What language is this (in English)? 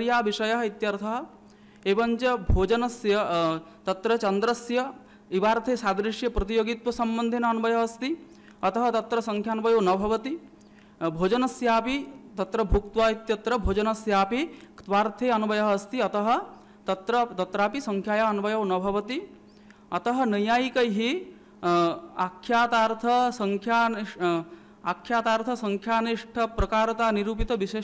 Sanskrit